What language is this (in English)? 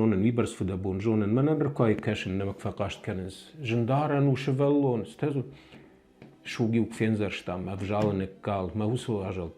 Ossetic